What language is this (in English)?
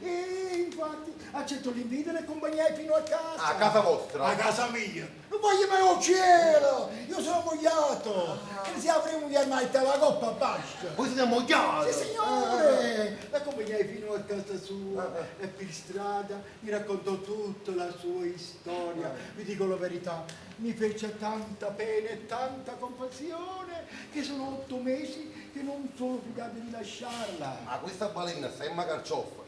Neapolitan